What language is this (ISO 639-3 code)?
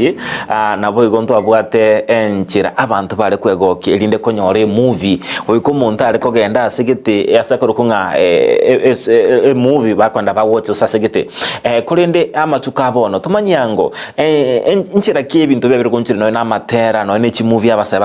guz